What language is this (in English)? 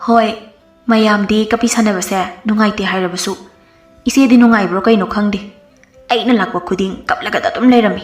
Manipuri